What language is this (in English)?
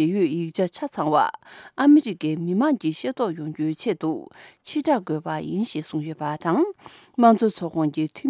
Tibetan